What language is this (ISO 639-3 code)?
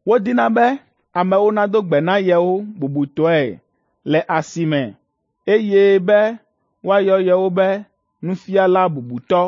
ewe